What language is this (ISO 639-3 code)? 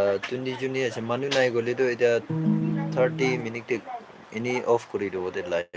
nag